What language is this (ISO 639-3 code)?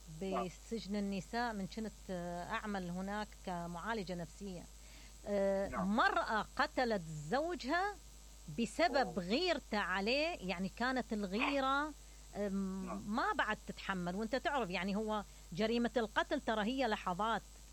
acm